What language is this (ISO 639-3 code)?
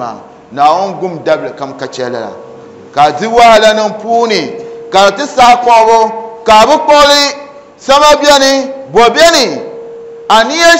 dag